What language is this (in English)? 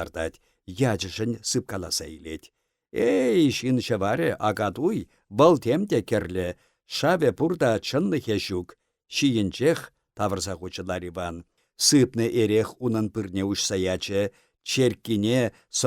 Chuvash